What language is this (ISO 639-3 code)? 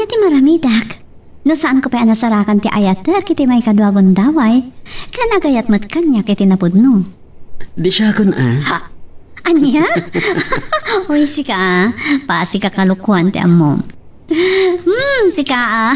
ilo